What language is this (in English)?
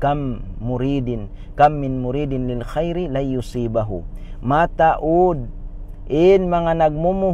Tausug